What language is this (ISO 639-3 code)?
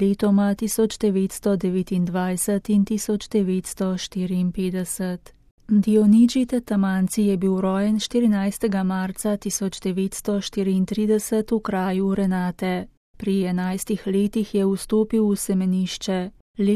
slv